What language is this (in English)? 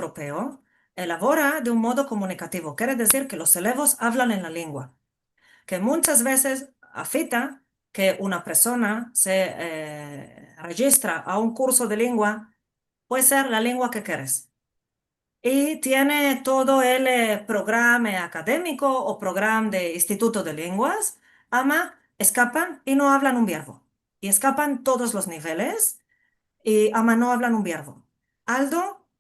Ladino